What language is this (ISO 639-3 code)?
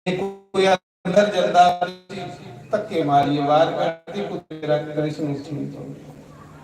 doi